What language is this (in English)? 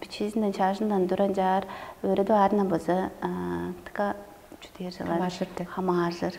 Tuvinian